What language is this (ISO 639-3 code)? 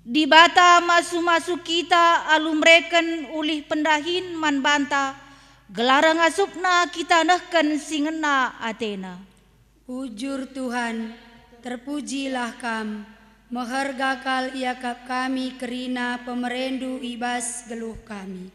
btx